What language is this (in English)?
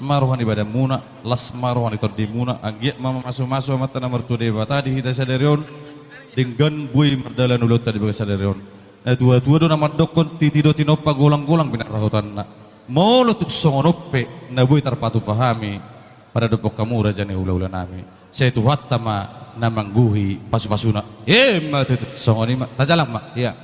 Batak Toba